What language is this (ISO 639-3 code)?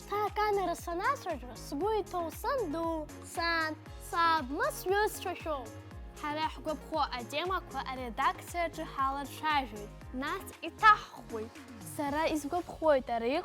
abk